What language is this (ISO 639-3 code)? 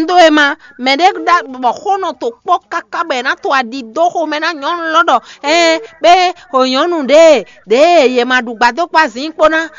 fon